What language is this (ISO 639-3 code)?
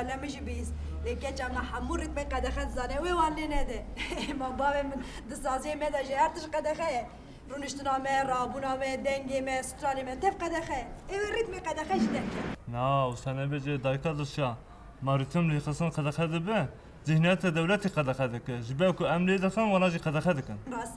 kur